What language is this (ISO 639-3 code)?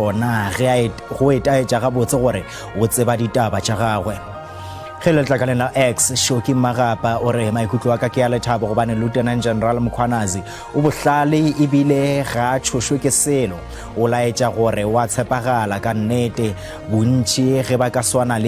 nso